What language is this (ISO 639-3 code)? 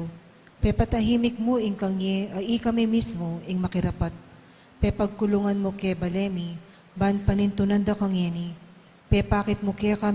pam